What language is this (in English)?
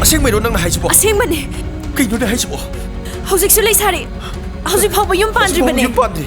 Manipuri